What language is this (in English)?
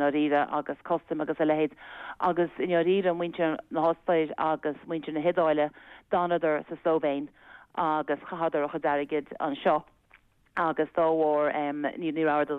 Irish